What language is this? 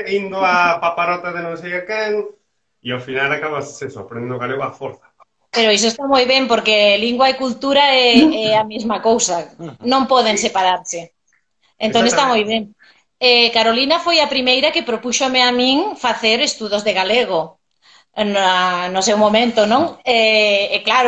Galician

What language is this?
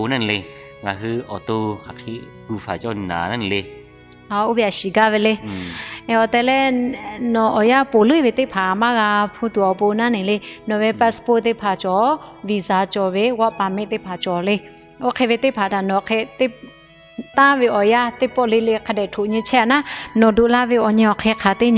Lahu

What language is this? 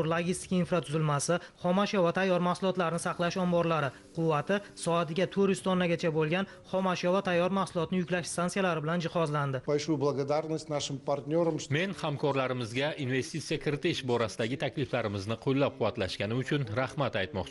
Uzbek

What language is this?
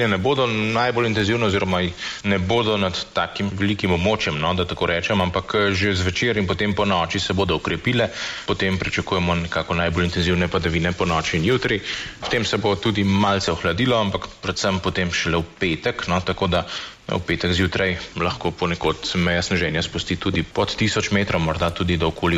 Slovenian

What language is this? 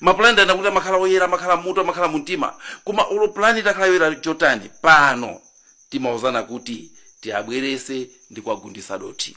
Nyanja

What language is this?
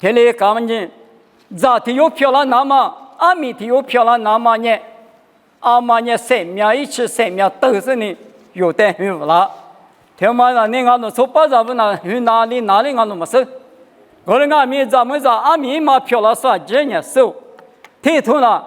Lisu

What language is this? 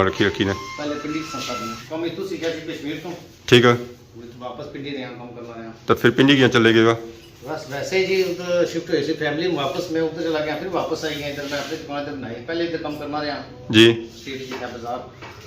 Pahari-Potwari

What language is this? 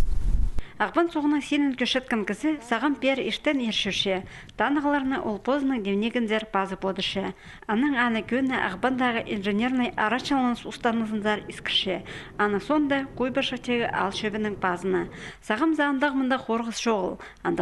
Khakas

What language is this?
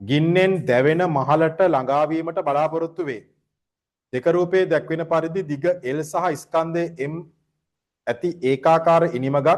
Sinhala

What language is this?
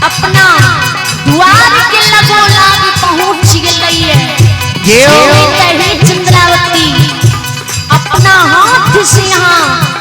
Maithili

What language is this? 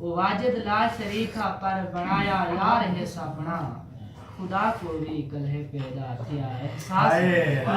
Saraiki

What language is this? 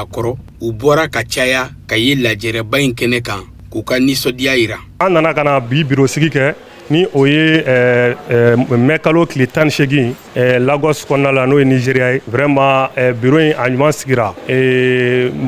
Bambara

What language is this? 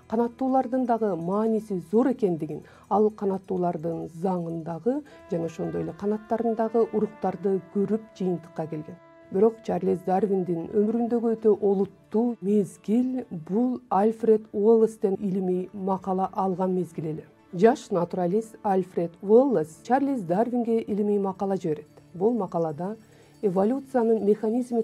Kyrgyz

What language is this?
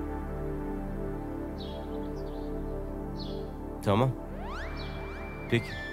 Turkish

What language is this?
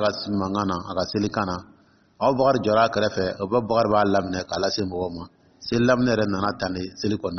Dyula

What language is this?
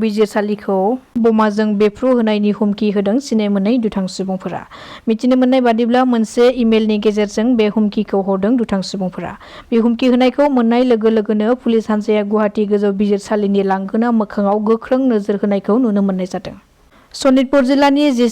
Bodo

